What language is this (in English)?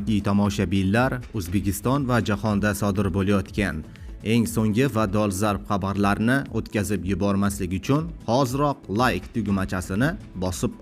Uzbek